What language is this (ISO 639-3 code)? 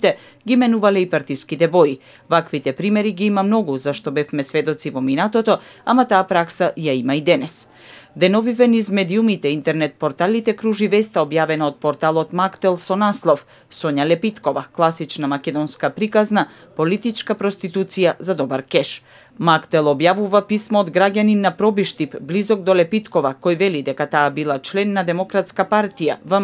mkd